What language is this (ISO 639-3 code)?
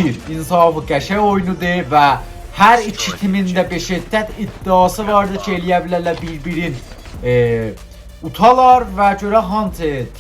azb